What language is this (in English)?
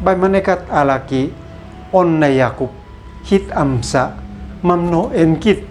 Uab Meto